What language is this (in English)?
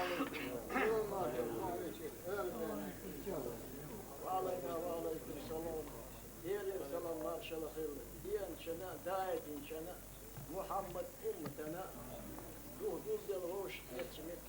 Chechen